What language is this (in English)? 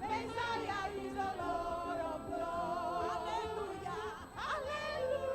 Ewe